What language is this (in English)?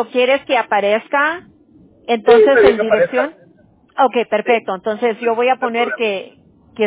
Spanish